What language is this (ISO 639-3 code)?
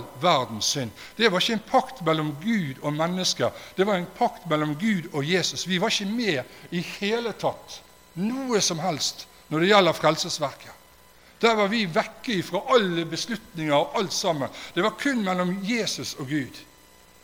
nor